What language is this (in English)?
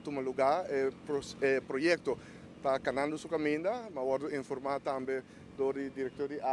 Papiamento